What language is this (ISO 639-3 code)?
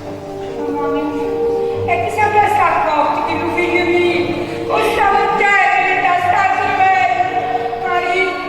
nap